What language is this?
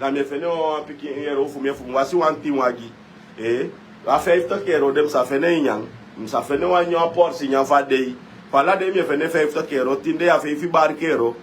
Sranan Tongo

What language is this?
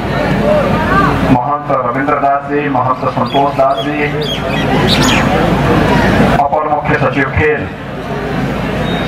Hindi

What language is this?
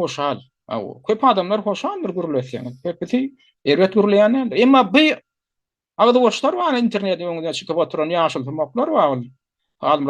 Turkmen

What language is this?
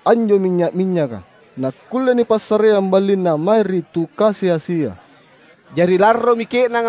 Makasar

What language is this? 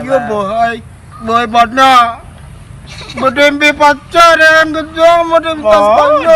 Minangkabau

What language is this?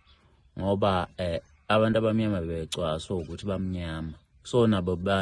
Zulu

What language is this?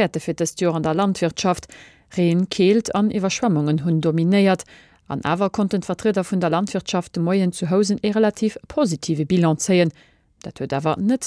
Luxembourgish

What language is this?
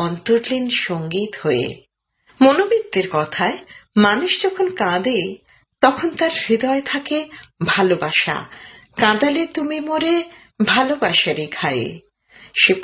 Bangla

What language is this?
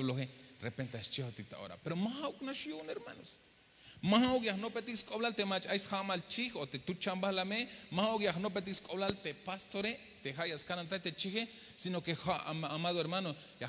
Tzeltal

